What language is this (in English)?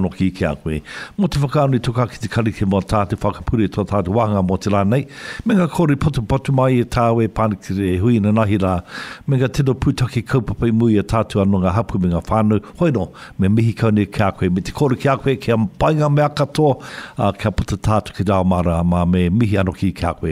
Māori